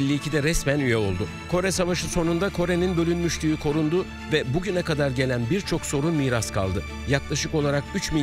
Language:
Turkish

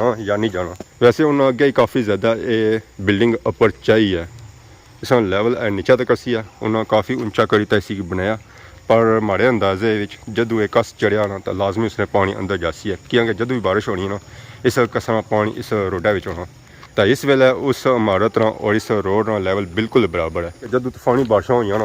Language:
Pahari-Potwari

